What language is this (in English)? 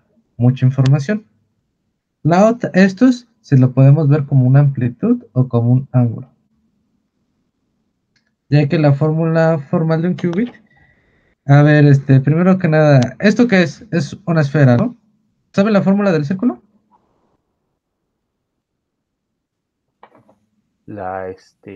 Spanish